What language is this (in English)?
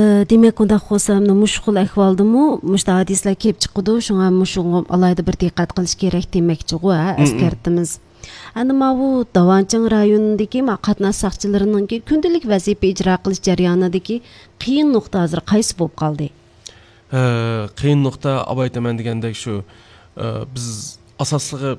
Uyghur